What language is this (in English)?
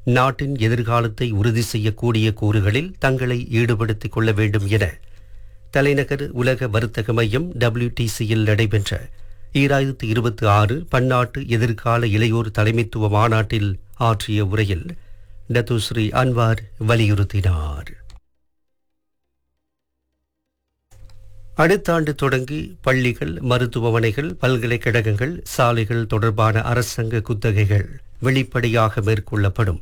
Tamil